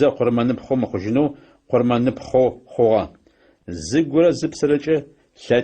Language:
Adyghe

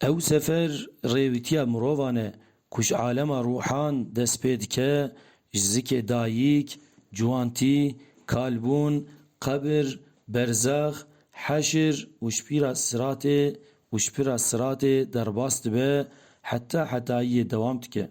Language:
Kurdish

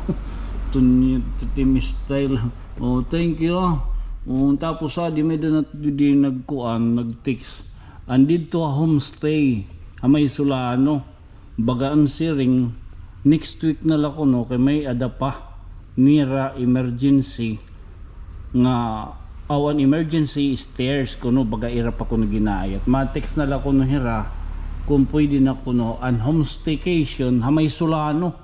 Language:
Waray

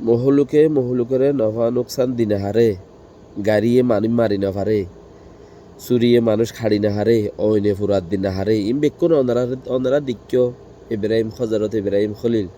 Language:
Rohingya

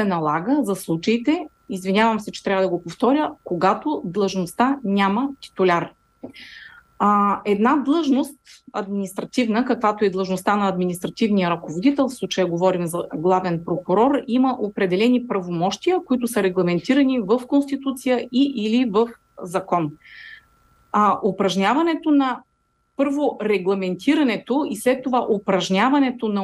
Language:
Bulgarian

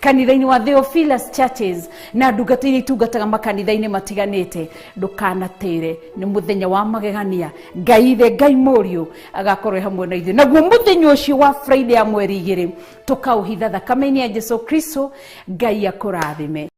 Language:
Kikuyu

